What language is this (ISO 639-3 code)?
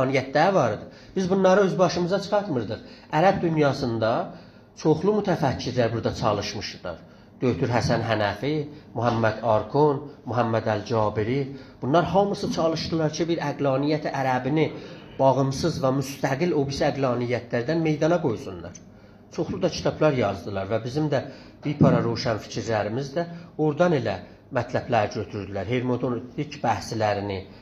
azb